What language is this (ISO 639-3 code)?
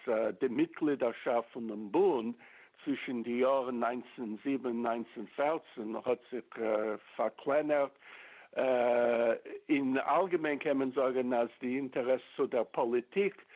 yid